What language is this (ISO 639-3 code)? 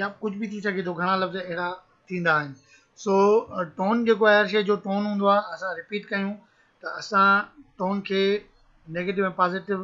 snd